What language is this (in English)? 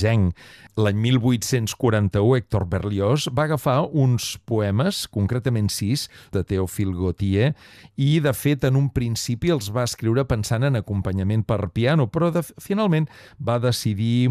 Catalan